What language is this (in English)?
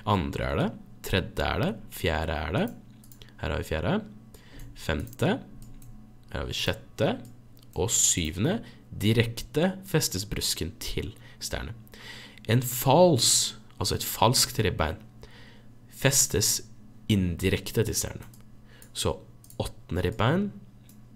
Norwegian